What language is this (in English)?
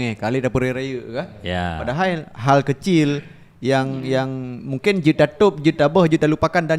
Achinese